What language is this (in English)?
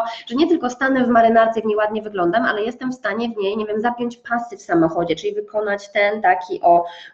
Polish